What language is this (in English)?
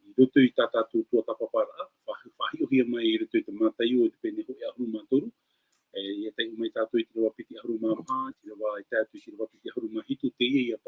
Tahitian